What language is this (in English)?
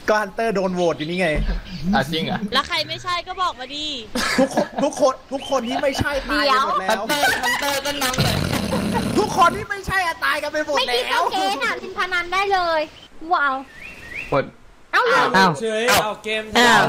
Thai